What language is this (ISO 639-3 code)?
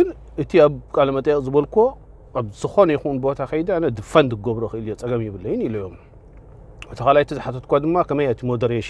tir